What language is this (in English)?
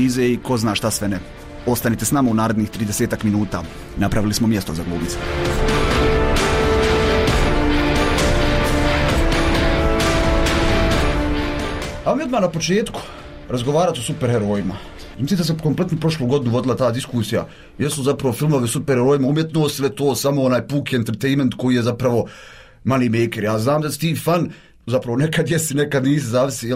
Bosnian